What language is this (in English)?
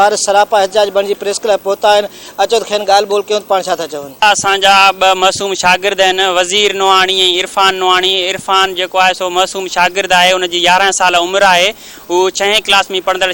Sindhi